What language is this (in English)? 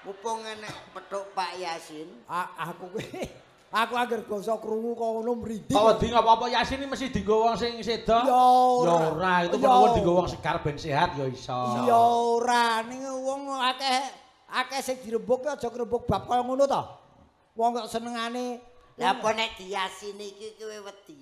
Javanese